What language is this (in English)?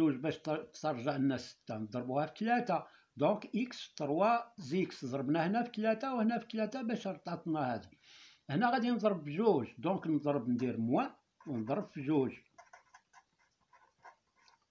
Moroccan Arabic